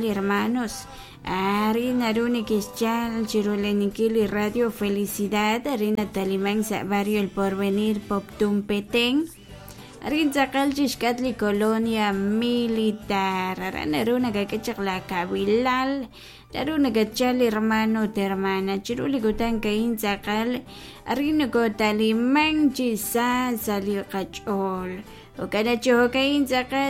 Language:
Kekchí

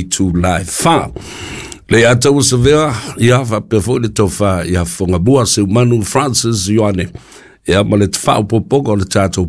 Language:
Samoan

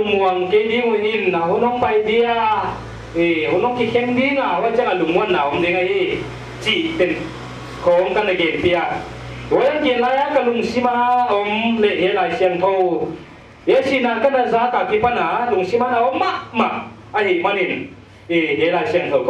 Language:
Paite Chin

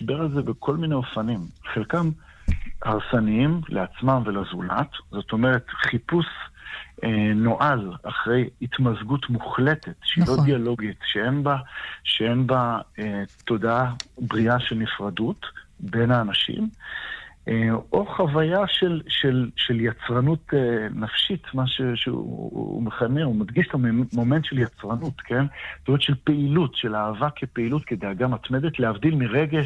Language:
Hebrew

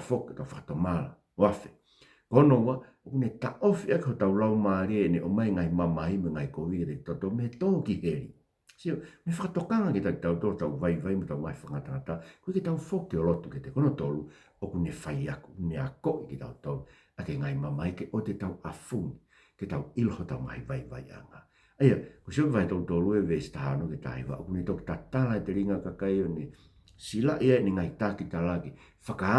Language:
Tongan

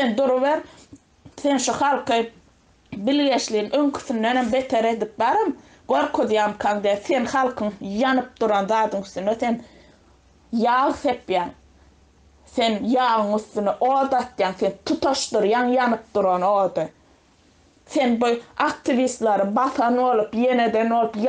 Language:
Turkmen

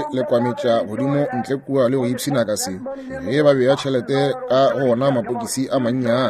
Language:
Northern Sotho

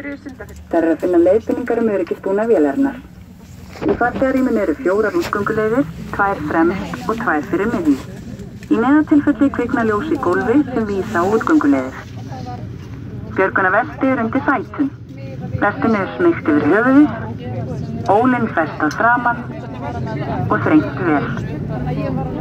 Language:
Icelandic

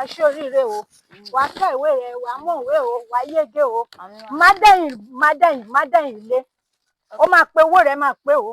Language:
Yoruba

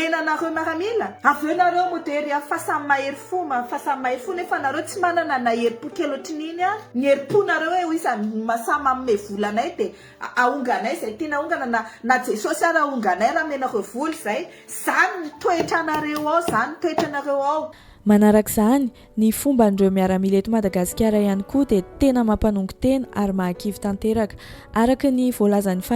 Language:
Malagasy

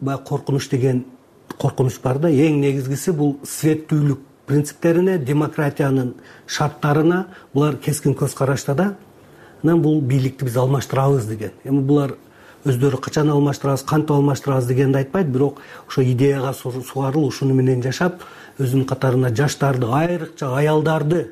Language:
Kyrgyz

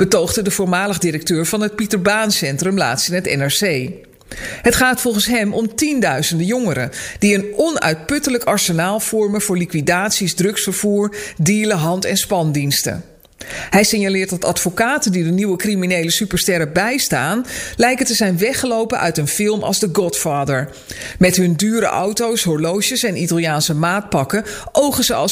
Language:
Dutch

